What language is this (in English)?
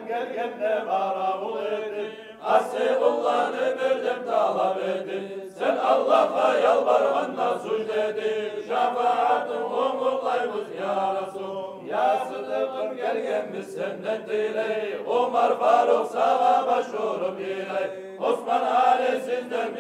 Kumyk